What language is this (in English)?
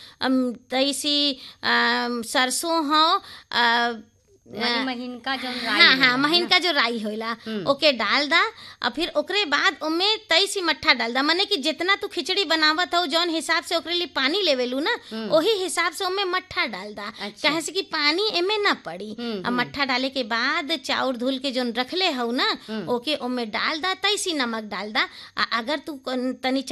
Bhojpuri